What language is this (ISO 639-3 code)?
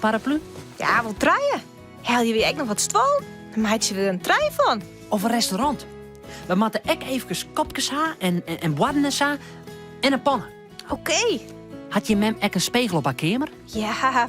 fry